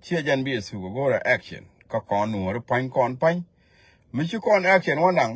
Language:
Nuer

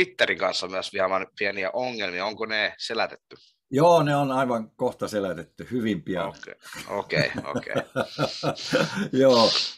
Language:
Finnish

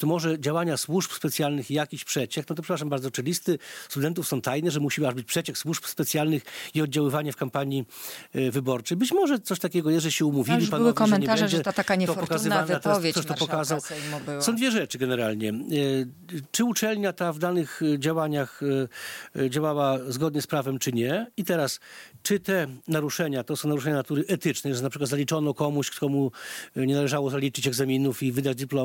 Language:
Polish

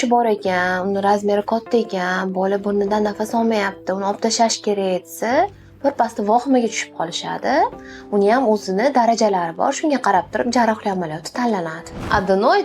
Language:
Uzbek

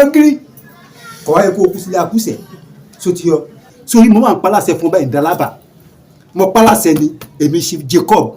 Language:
Yoruba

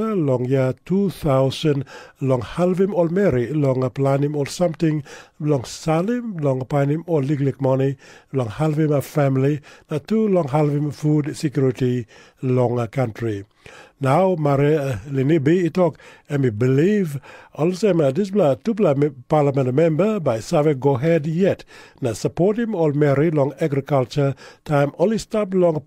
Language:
Tok Pisin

